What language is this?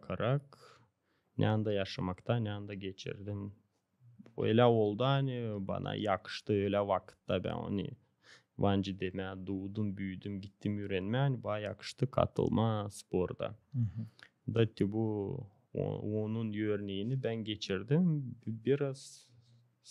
Gagauz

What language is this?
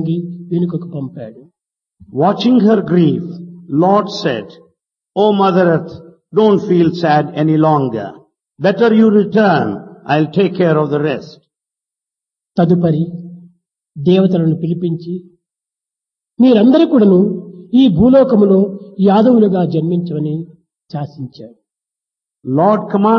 Telugu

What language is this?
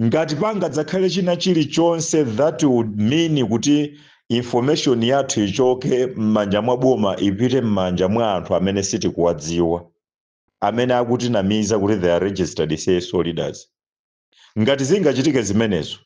Nyanja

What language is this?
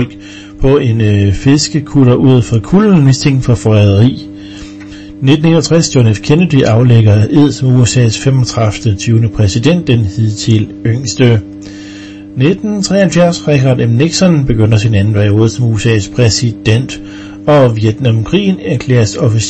Danish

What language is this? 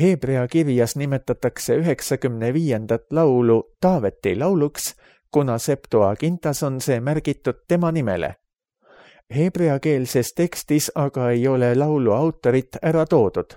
Estonian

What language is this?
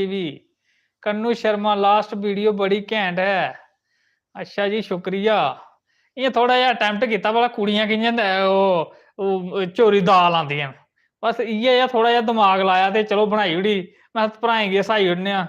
Dogri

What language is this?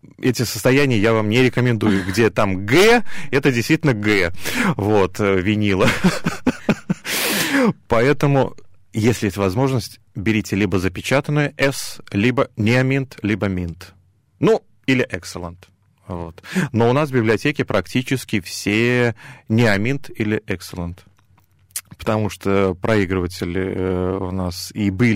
Russian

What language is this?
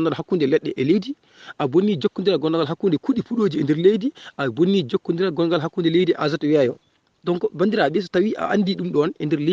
Fula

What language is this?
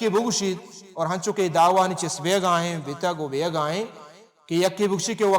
Baluchi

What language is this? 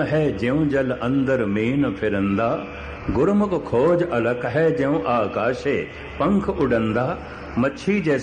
Punjabi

